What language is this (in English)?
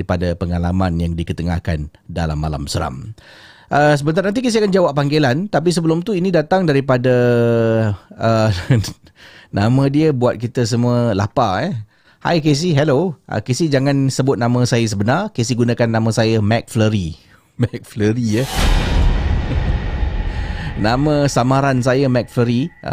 Malay